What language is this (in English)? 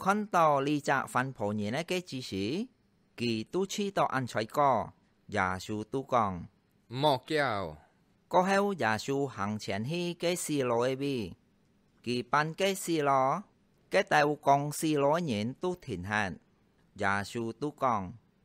Hakka Chinese